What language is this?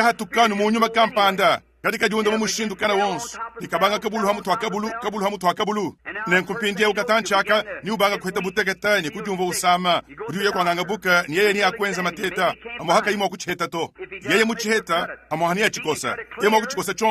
Luba-Lulua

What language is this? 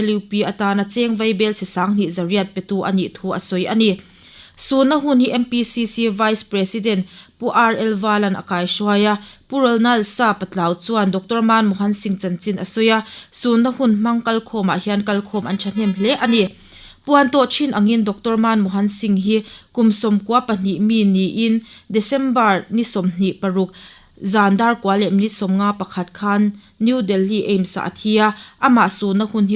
Mizo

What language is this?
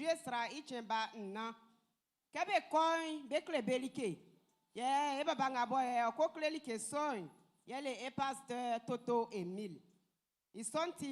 Baoulé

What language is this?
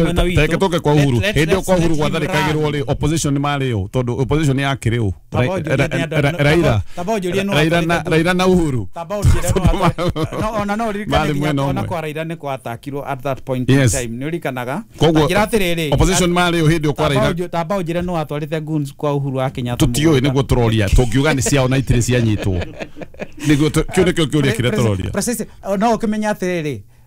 Kikuyu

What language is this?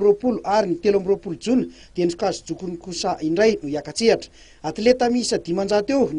Malagasy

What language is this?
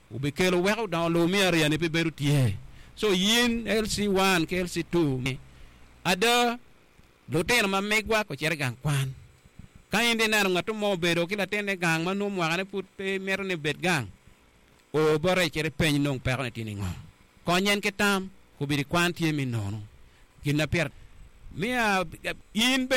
Acoli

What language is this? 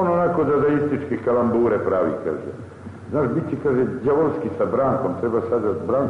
Serbian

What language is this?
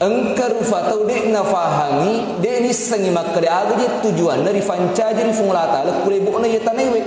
Buginese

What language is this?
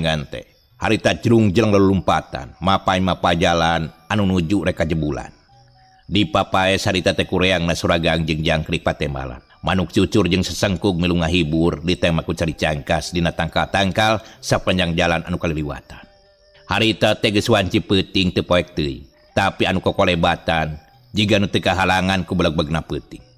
Sundanese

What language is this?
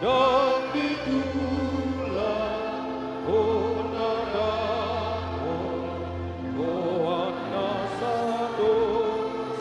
Batak Toba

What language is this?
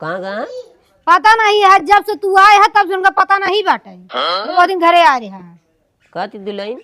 Awadhi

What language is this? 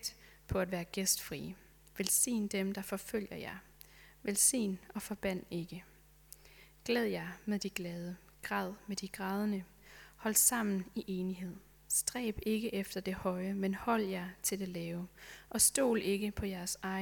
Danish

